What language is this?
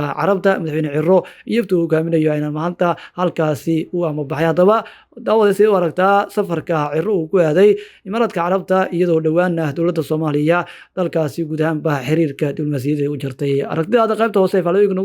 Somali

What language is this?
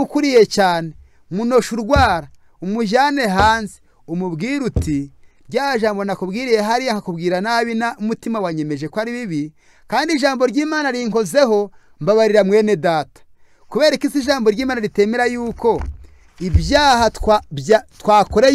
Kinyarwanda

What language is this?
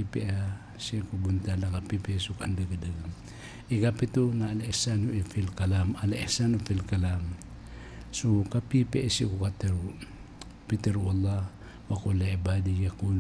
Maranao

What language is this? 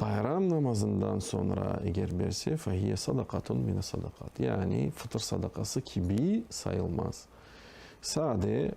Crimean Tatar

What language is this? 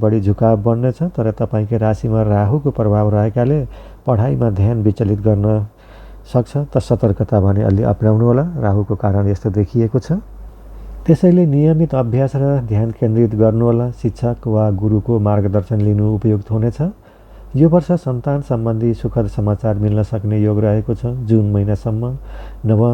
Nepali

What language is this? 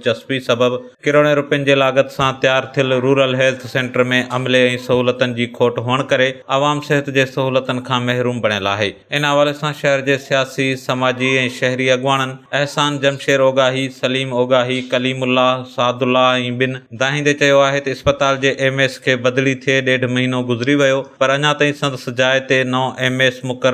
Sindhi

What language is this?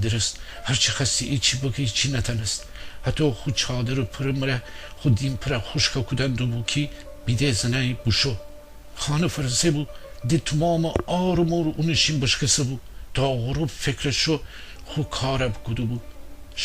Gilaki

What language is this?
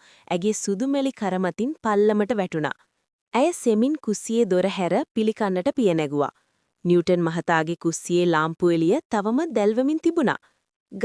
Sinhala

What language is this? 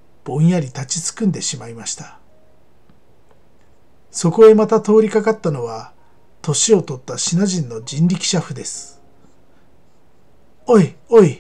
Japanese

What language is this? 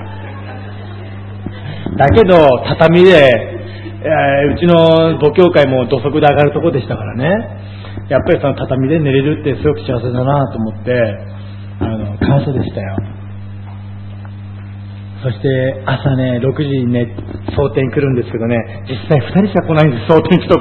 Japanese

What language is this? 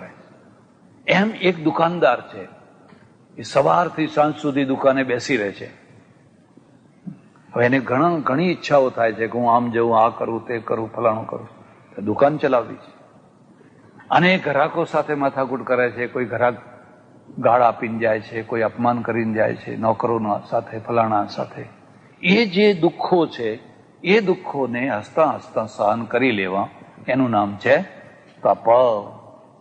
Gujarati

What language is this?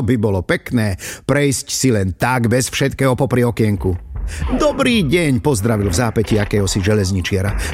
Slovak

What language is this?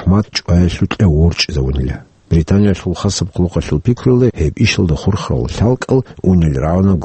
Avaric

